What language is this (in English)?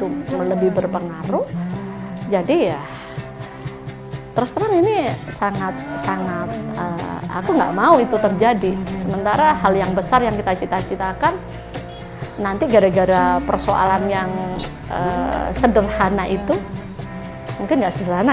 Indonesian